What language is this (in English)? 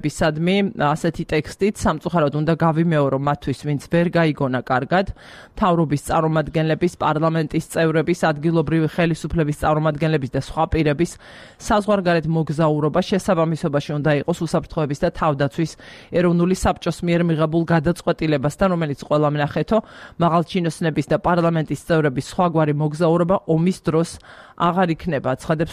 Georgian